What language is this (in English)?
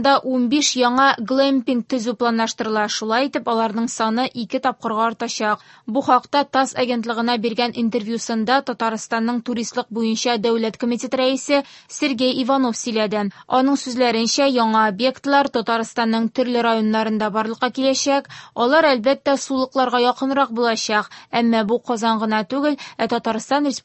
Tatar